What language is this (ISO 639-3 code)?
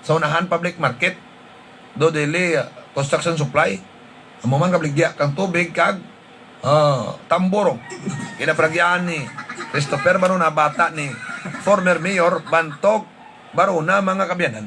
hil